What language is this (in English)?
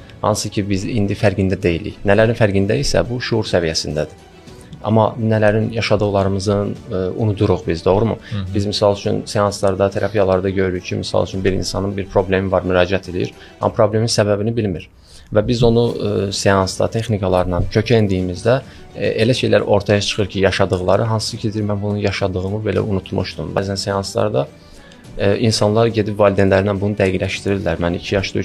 Azerbaijani